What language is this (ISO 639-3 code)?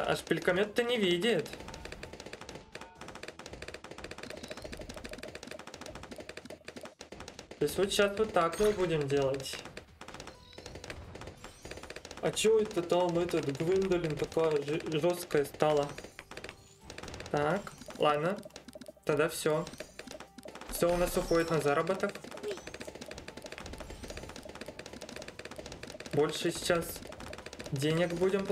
rus